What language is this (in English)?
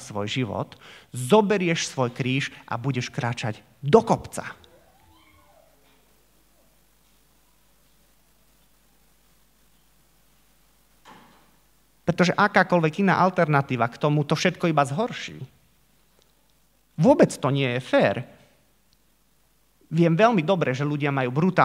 Slovak